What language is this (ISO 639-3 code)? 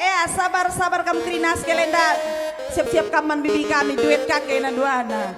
btx